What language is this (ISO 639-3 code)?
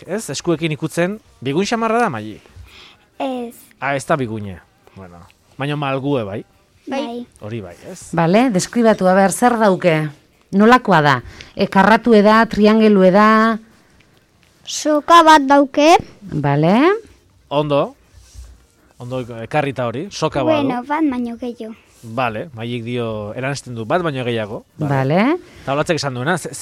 eus